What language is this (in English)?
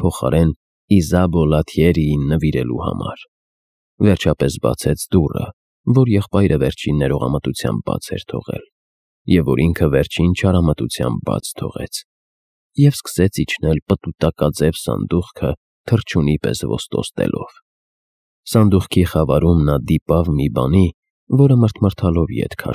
Armenian